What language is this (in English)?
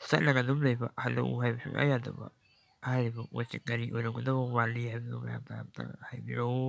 Manipuri